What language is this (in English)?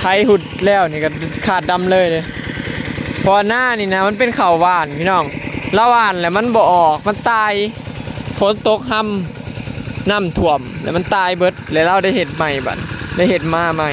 Northeastern Thai